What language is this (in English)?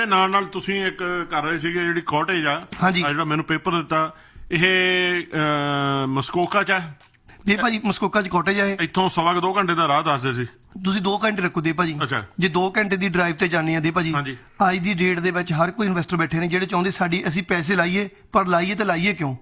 Punjabi